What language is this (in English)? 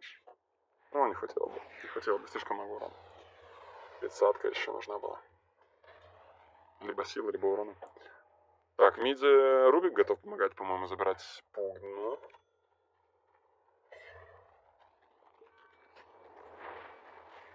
Russian